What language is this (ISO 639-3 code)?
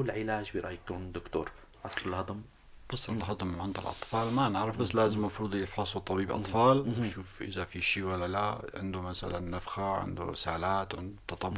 apc